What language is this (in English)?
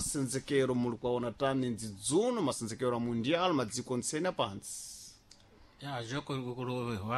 Sena